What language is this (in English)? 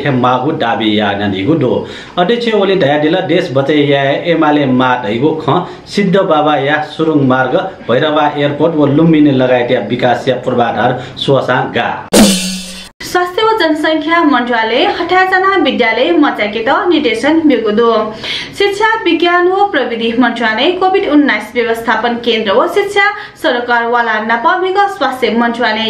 Newari